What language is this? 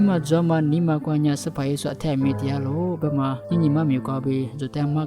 Lisu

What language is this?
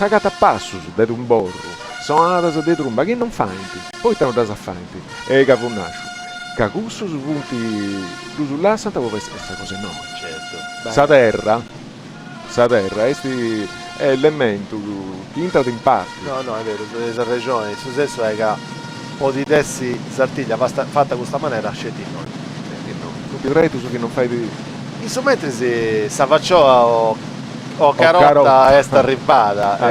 Sardinian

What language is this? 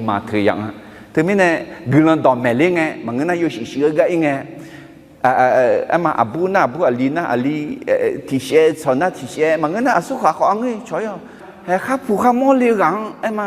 Akha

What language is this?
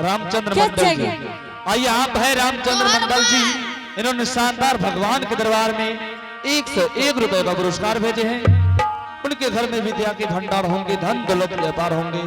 Angika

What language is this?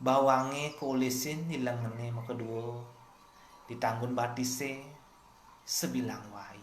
Balinese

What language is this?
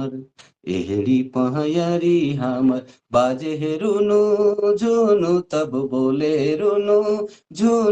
Sadri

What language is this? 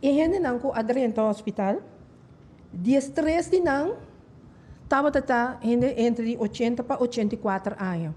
Papiamento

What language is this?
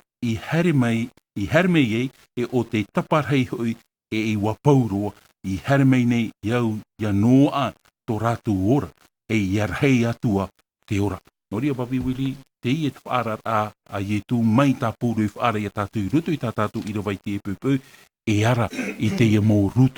Tahitian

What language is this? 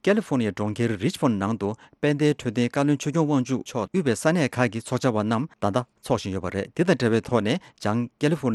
Tibetan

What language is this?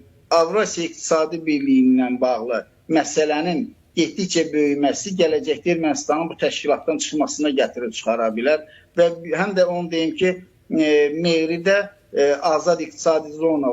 Azerbaijani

